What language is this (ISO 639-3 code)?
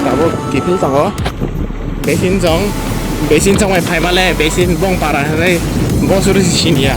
trp